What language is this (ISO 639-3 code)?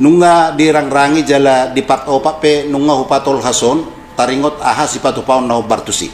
bbc